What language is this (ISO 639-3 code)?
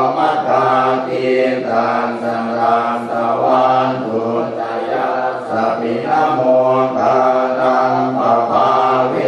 pli